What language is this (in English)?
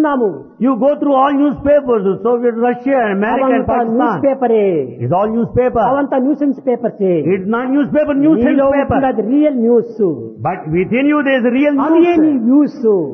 Telugu